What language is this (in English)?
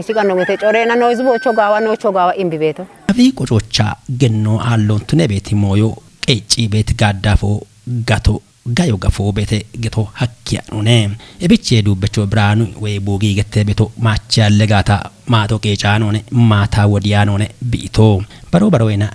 Kafa